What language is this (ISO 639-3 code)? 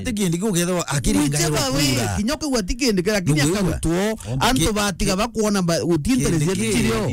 mer